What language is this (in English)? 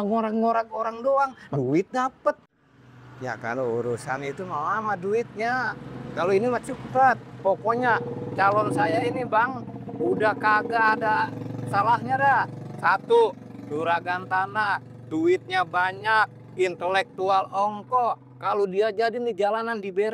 Betawi